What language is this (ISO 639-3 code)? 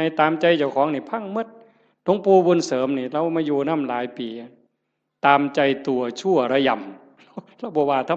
tts